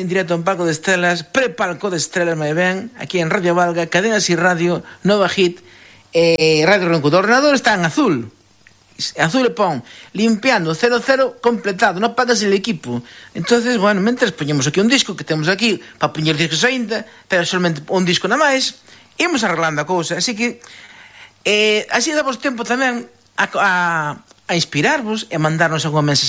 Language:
Galician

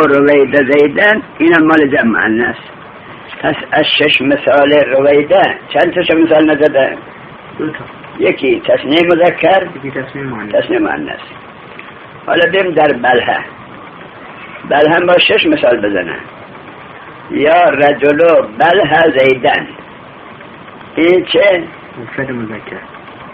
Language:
Persian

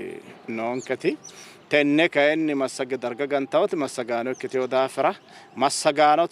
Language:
Sidamo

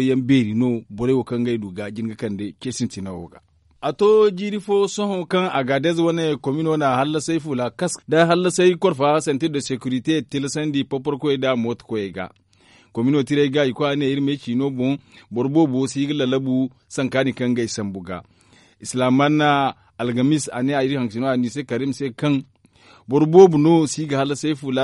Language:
Zarma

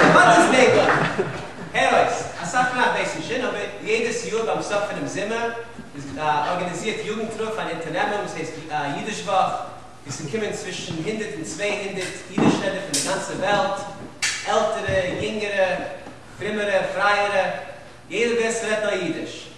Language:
Yiddish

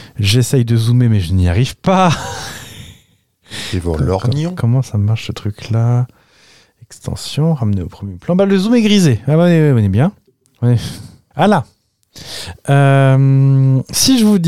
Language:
French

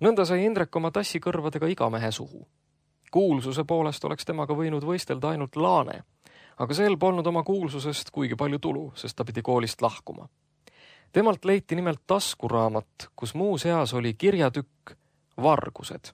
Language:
Estonian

